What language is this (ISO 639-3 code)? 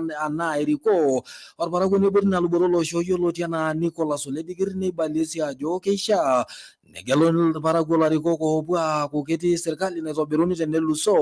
mas